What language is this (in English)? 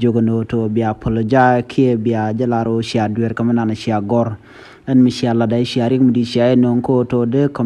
Nuer